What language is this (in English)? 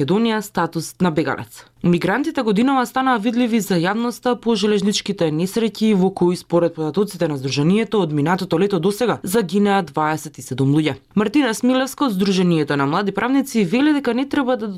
Macedonian